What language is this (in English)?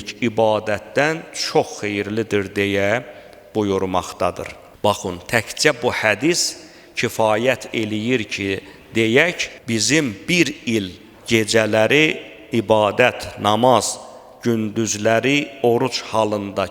Azerbaijani